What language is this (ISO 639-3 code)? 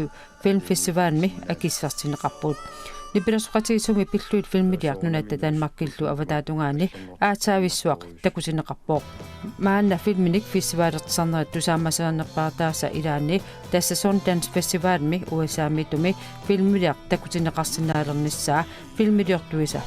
kal